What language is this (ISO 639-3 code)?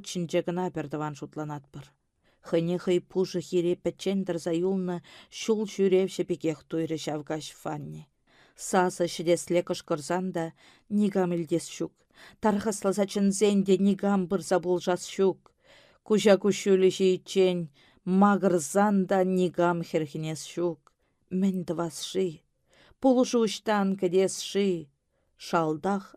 chv